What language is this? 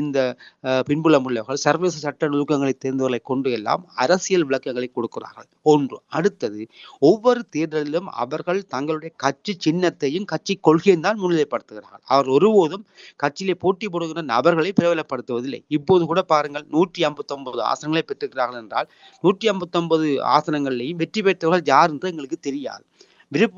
Tamil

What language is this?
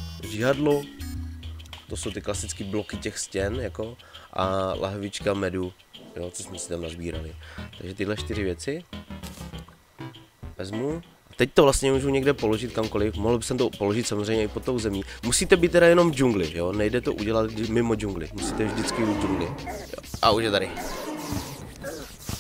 Czech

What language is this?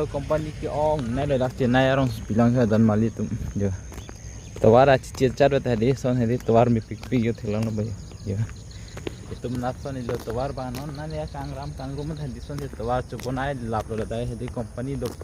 Karbi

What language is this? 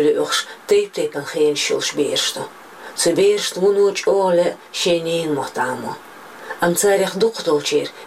Chechen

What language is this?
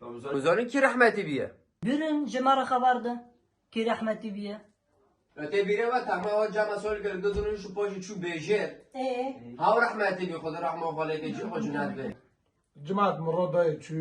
Kurdish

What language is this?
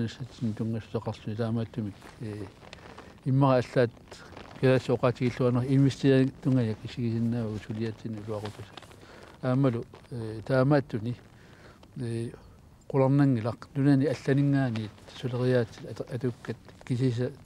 Kalaallisut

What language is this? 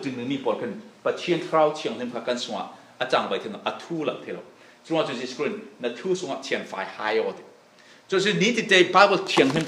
Falam Chin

